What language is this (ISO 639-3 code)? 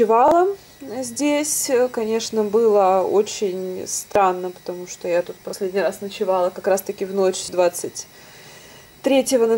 rus